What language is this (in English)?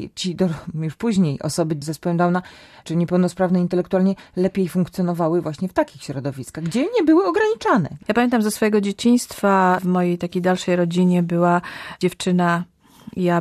Polish